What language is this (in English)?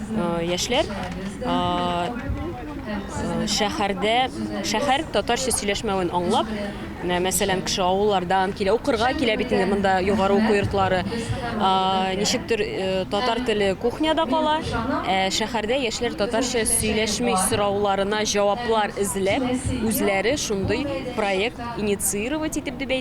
Tatar